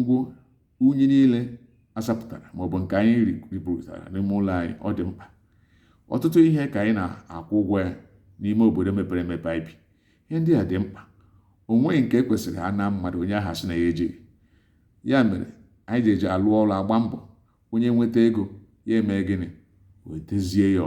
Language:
Igbo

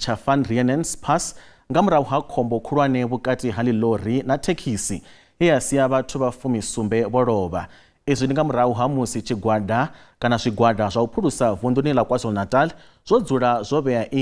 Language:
Venda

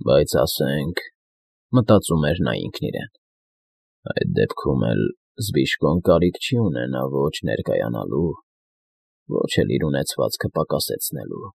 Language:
Armenian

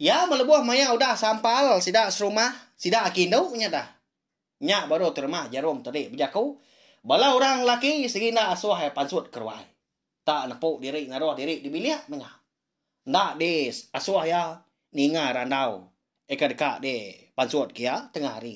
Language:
Iban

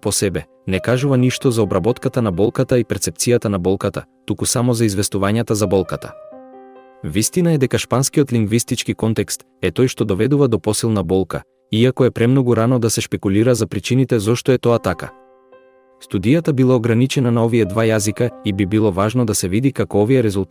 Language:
Macedonian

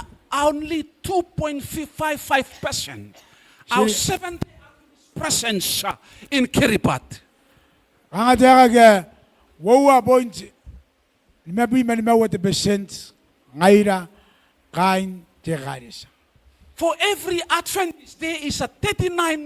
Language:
Gilbertese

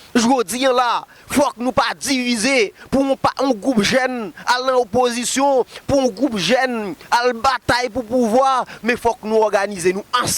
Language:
Haitian Creole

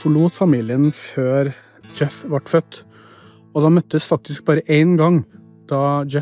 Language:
Norwegian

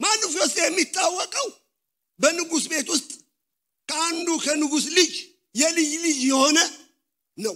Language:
Amharic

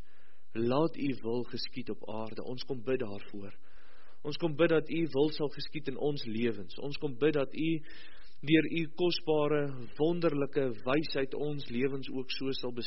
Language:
Afrikaans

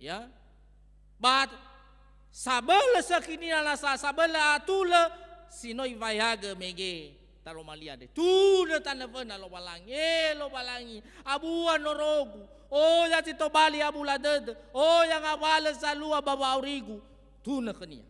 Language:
Nias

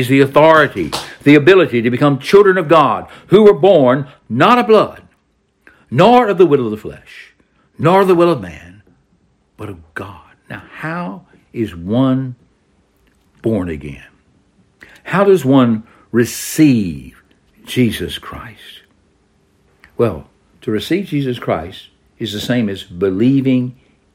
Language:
English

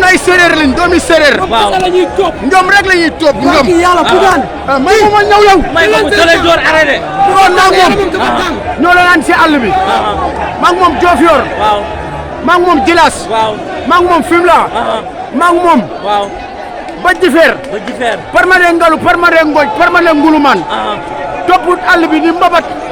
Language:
Wolof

